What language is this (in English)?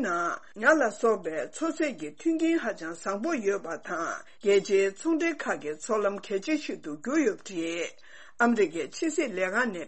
Tibetan